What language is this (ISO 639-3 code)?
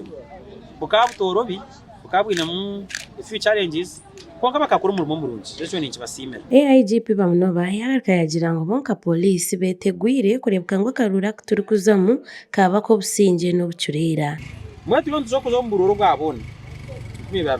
nyn